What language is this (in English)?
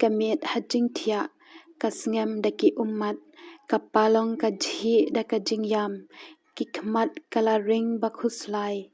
Khasi